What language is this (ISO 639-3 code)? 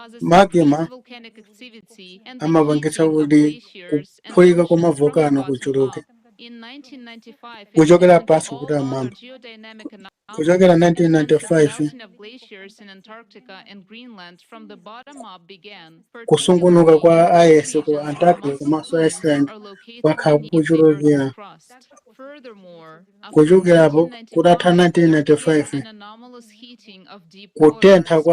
nya